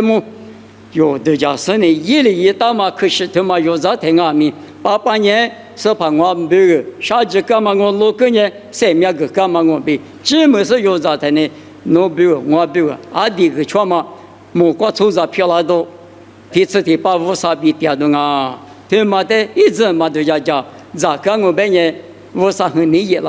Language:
Lisu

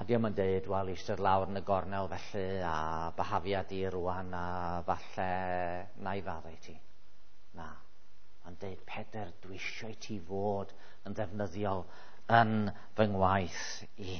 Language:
Welsh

